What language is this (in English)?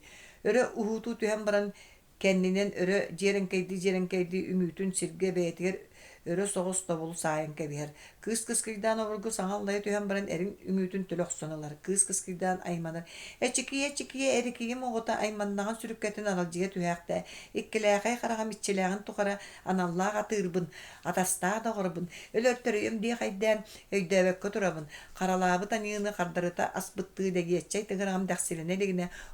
Yakut